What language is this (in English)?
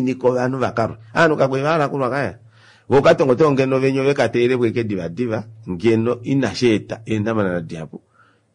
Kuanyama